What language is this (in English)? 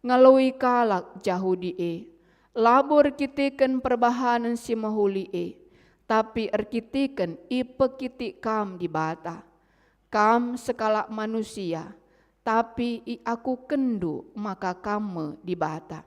Batak Karo